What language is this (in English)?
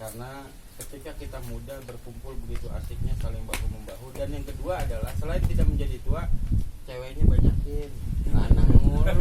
Betawi